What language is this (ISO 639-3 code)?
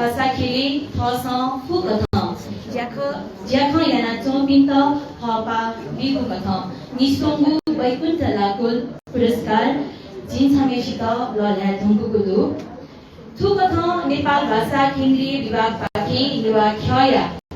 new